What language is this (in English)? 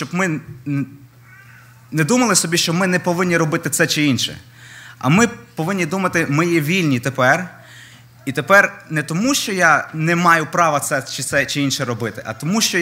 Ukrainian